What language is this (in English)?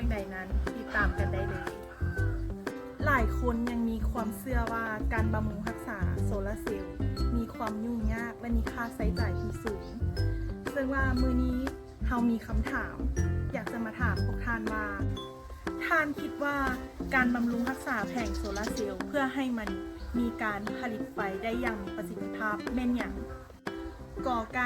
Lao